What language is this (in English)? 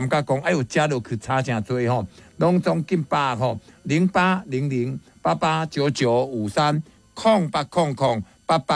Min Nan Chinese